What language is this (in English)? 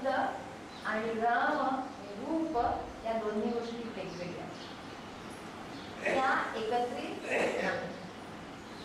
Marathi